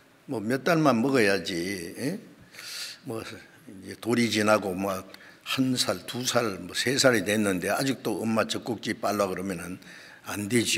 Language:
Korean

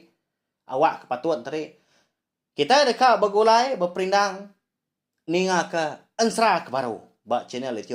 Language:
Iban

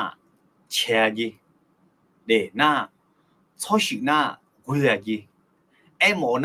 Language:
Akha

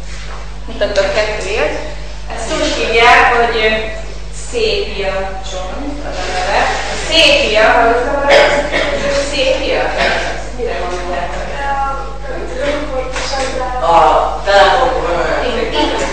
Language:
Hungarian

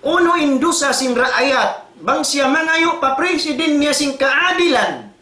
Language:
Tausug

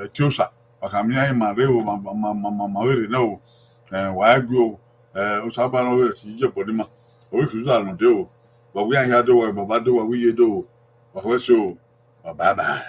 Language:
Bini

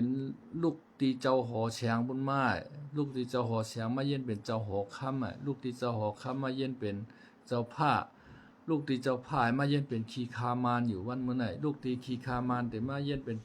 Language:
Shan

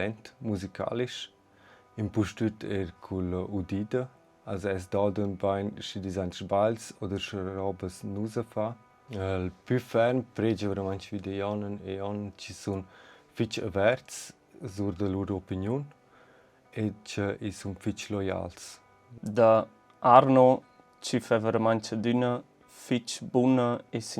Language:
Romansh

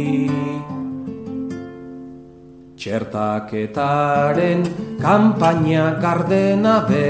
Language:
Basque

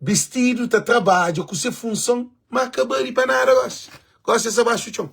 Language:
Kabuverdianu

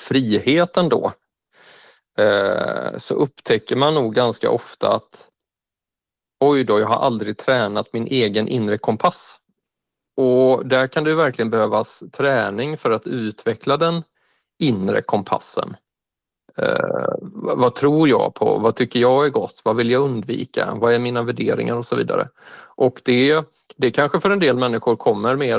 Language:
Swedish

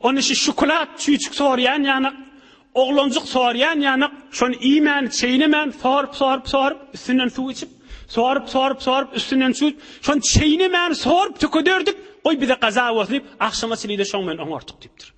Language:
Turkmen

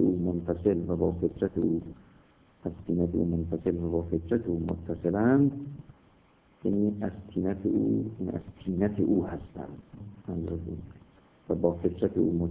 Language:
Persian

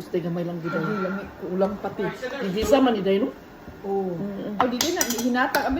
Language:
Cebuano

